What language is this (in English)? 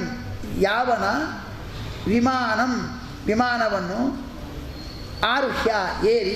Kannada